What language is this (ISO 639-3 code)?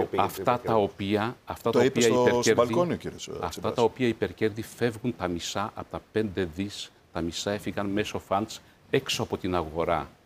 ell